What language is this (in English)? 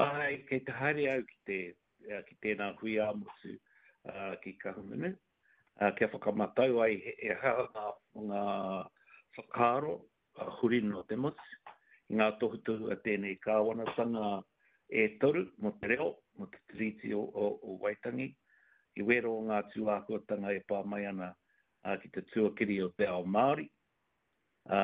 Māori